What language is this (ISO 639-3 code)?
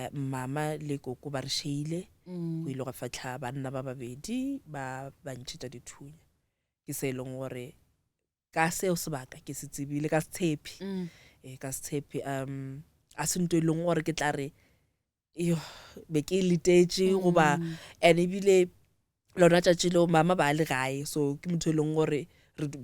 nso